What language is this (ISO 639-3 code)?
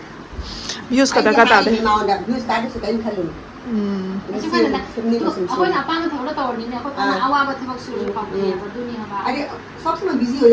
mni